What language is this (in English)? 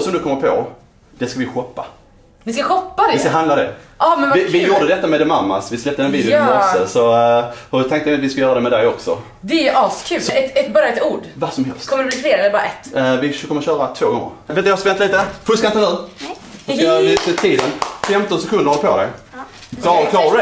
Swedish